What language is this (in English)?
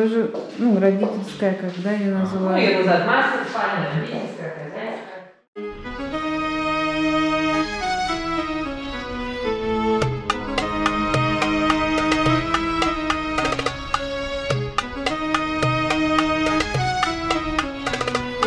Russian